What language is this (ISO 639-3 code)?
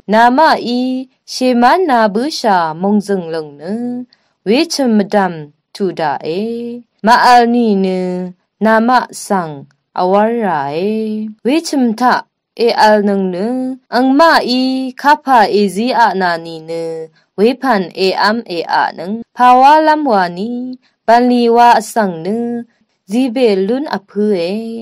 raw